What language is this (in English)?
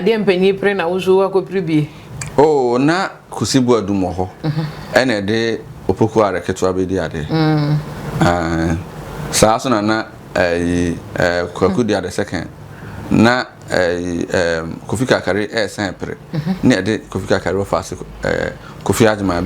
Akan